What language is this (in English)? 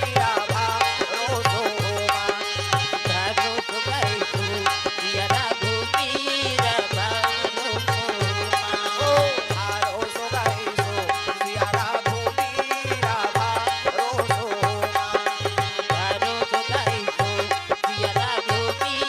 Chhattisgarhi